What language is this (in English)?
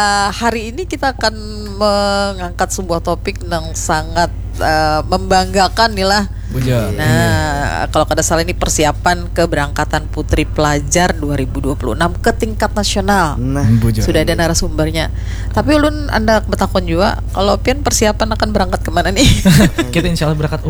Banjar